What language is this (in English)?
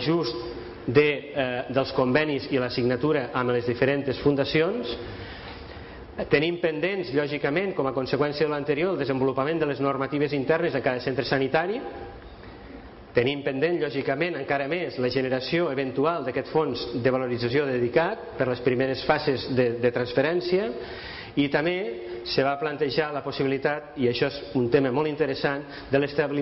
Catalan